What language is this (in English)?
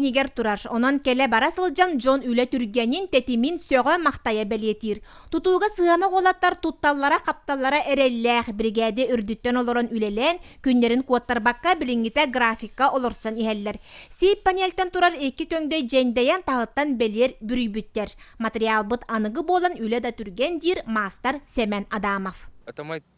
Yakut